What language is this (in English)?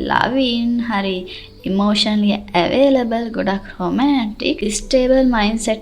Sinhala